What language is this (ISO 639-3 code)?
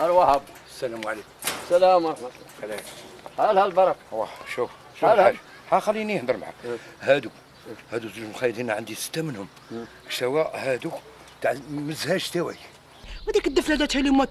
arq